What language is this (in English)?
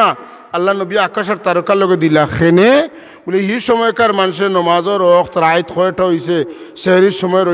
Sylheti